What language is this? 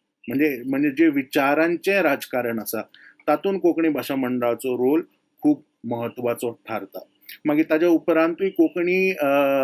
Konkani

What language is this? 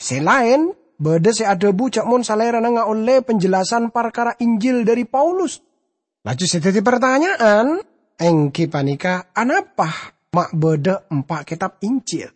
Madurese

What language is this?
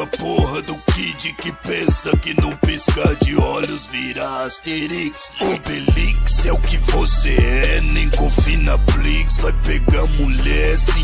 Portuguese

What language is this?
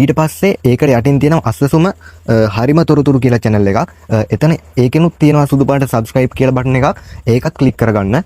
Sinhala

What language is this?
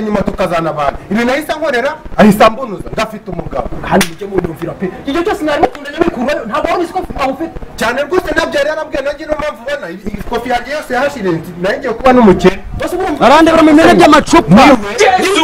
Kinyarwanda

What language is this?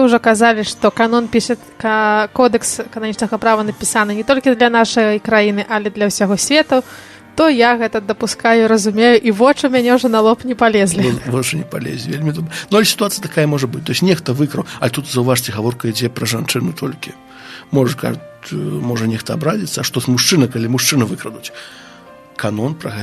Belarusian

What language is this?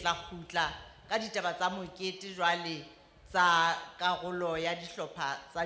Southern Sotho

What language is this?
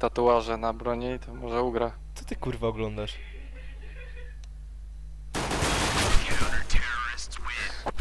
Polish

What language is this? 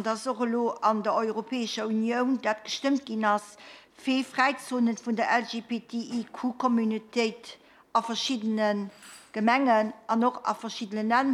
Luxembourgish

